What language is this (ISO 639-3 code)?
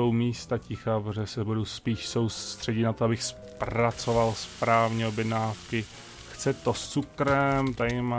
ces